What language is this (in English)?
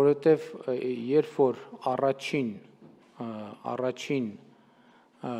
Armenian